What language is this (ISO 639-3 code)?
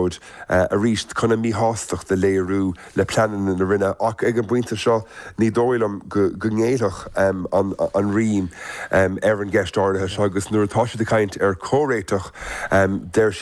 gle